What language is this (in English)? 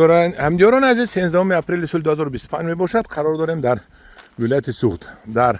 Tajik